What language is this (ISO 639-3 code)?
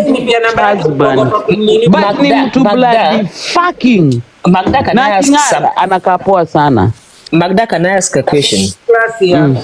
swa